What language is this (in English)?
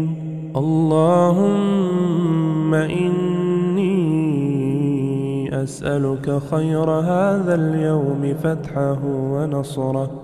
Arabic